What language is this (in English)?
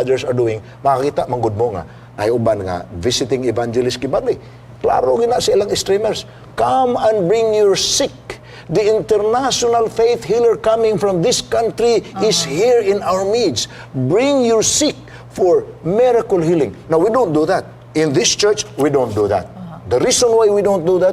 Cebuano